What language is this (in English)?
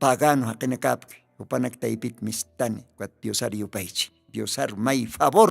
Aymara